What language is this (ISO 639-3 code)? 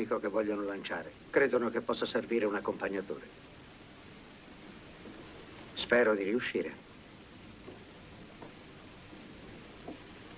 ita